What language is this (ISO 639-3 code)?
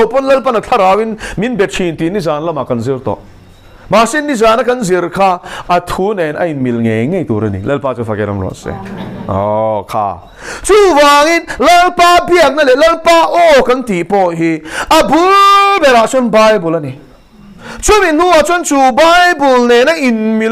lus